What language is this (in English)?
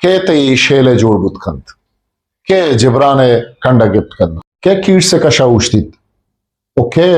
Eastern Balochi